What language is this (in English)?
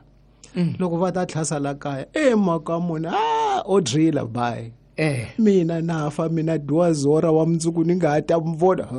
Tsonga